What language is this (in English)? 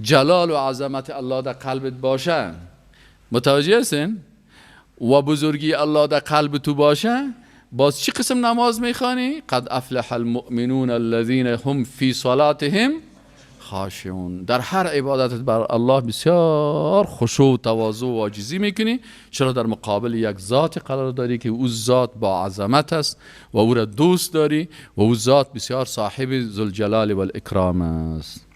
Persian